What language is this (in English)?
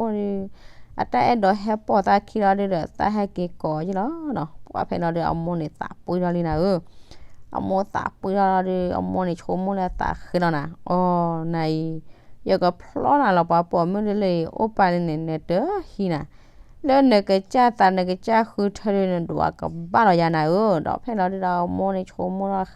S'gaw Karen